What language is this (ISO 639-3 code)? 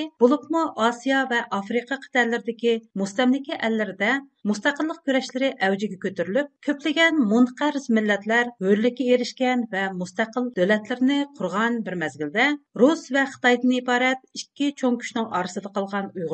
uig